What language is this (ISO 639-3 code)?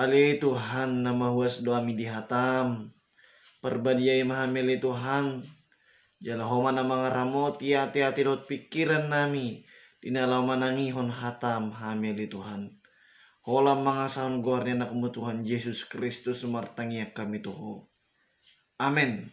bbc